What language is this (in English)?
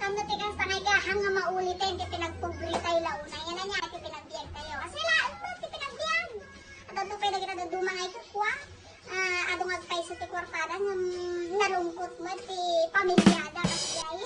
Iloko